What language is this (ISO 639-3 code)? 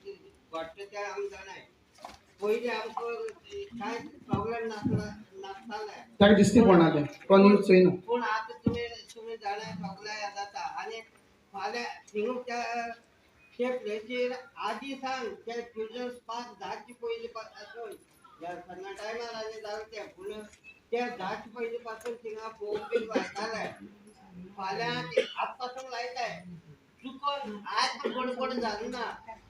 kok